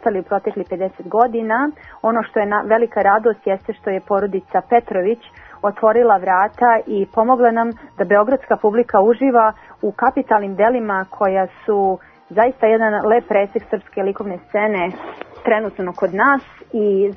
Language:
Serbian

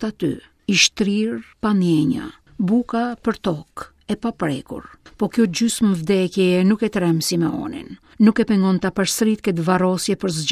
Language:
Albanian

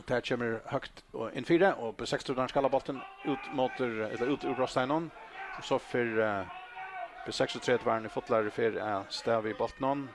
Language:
Faroese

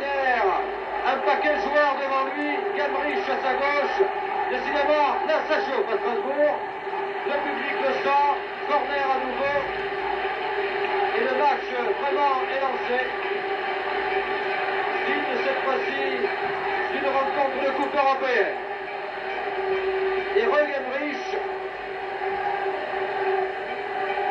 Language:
French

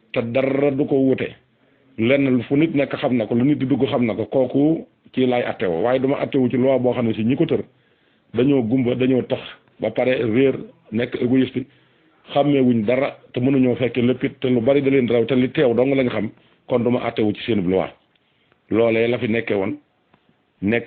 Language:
Wolof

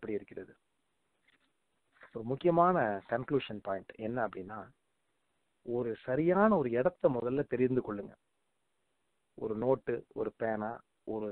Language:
Tamil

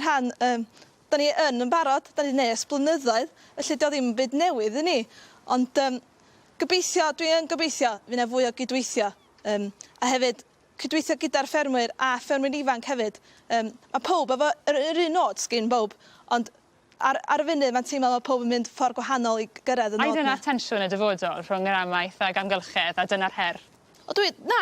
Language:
Welsh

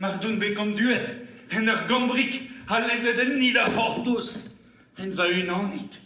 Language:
Breton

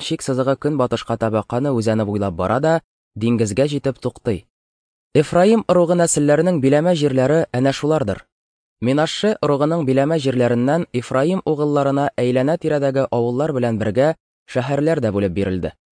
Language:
Tatar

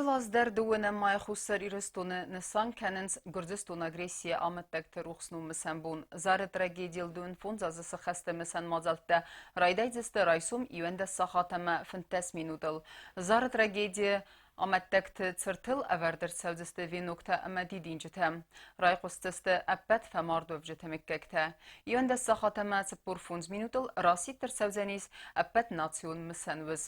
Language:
Ossetic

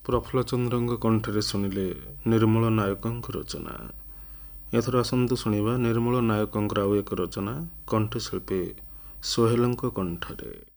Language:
Odia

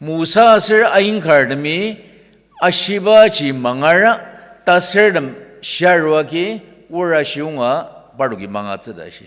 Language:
Ao Naga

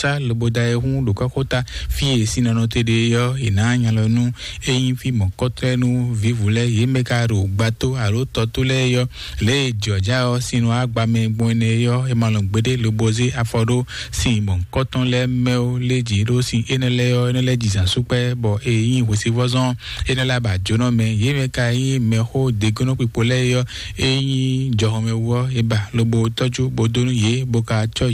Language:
Fon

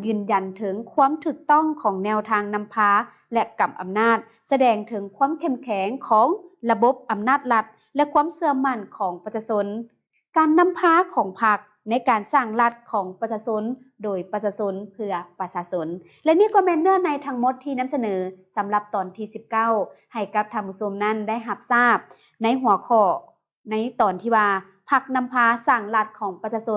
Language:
Lao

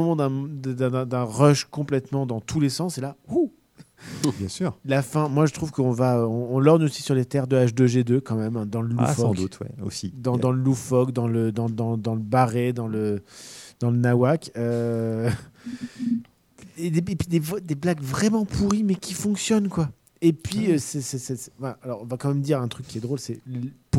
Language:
French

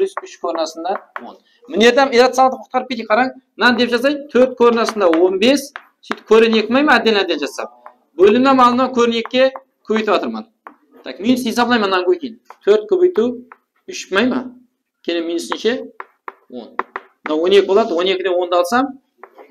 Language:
Kara-Kalpak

